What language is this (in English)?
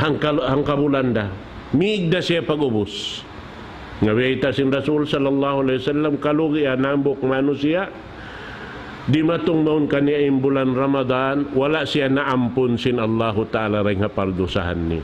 Tausug